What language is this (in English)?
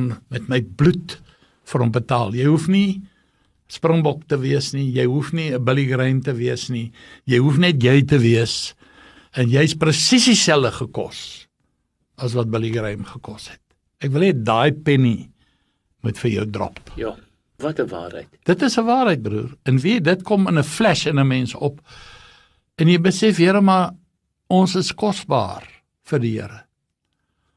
Afrikaans